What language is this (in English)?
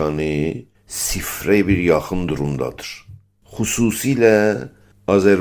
South Azerbaijani